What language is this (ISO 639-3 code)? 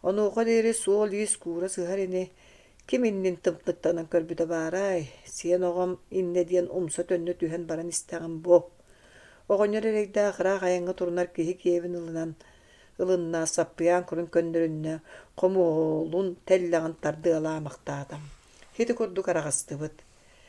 sah